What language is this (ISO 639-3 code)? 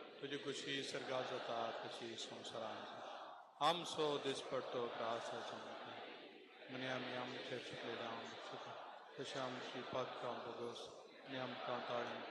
kok